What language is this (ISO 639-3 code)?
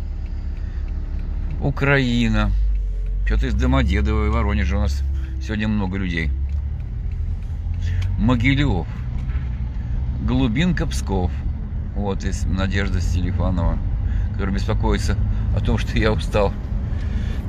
rus